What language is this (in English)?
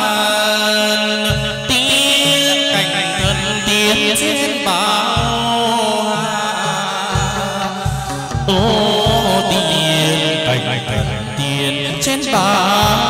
Vietnamese